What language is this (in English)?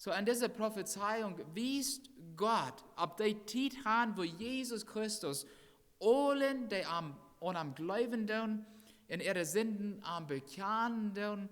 Plautdietsch